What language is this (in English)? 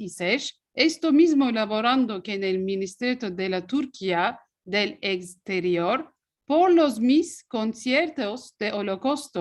Ladino